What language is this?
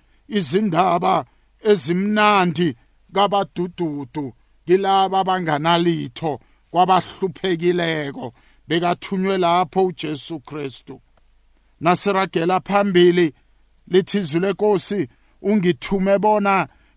South Ndebele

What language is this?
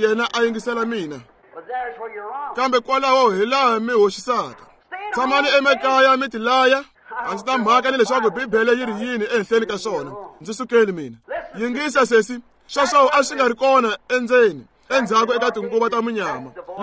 Tsonga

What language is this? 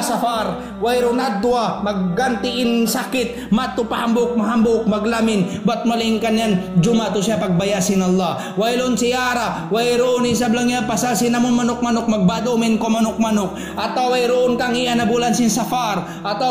Tausug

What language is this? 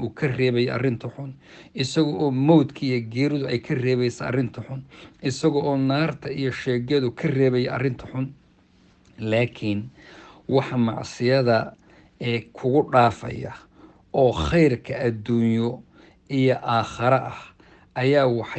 Somali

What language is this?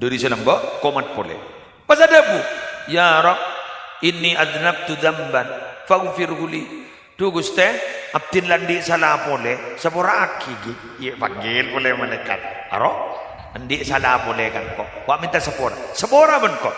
Madurese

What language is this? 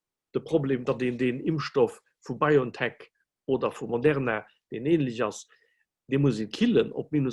Luxembourgish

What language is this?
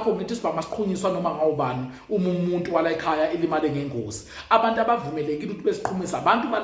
Zulu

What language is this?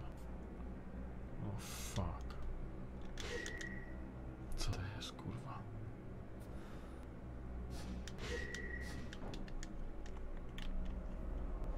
Polish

